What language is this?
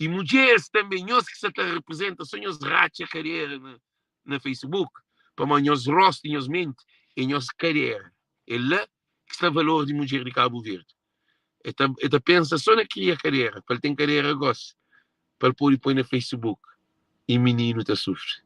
Kabuverdianu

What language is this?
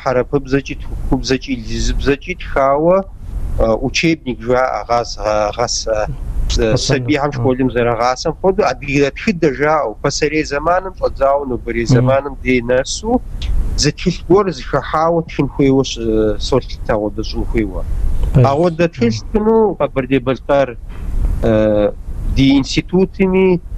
Kabardian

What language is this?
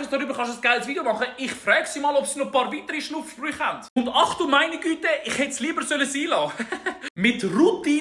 Swiss German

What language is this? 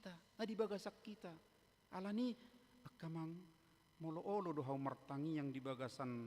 Batak Toba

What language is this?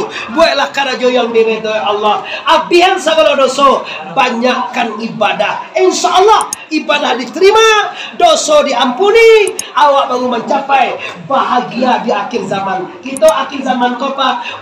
Minangkabau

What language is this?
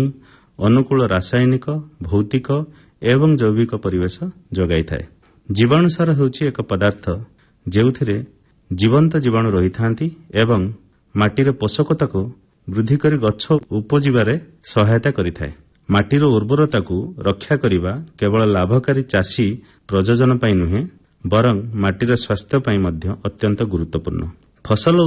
Odia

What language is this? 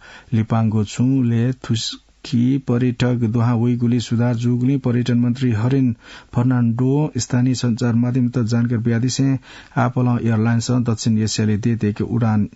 Newari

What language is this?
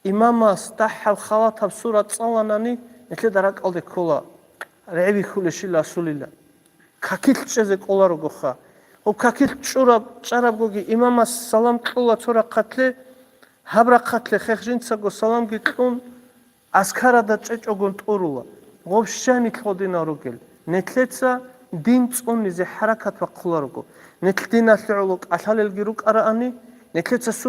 Avaric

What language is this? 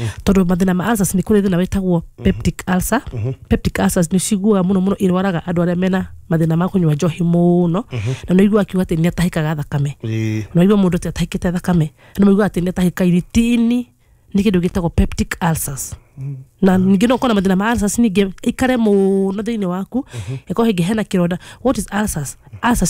Kikuyu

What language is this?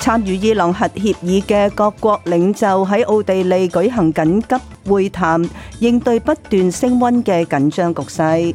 Cantonese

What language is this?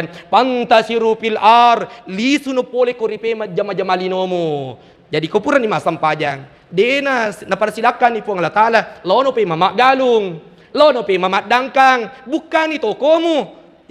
Buginese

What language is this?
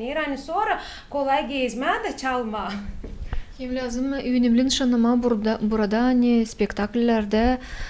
Gagauz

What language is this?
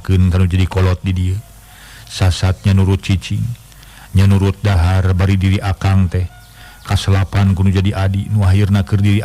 Sundanese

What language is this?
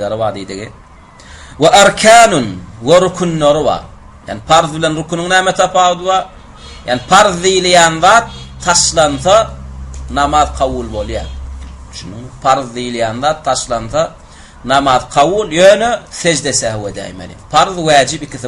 Turkmen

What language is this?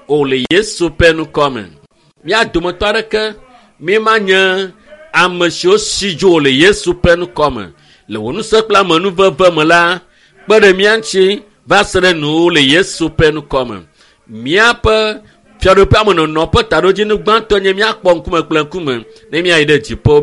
Ewe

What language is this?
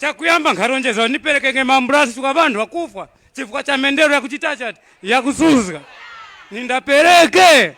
Tumbuka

